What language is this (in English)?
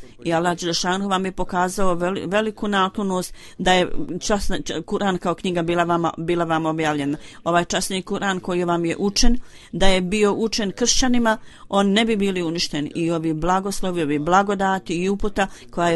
Bosnian